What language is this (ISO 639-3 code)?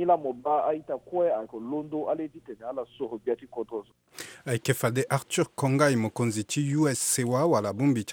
sag